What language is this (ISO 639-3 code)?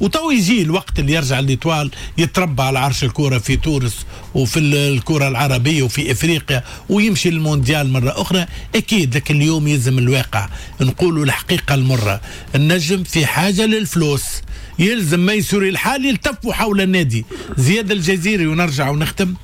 aeb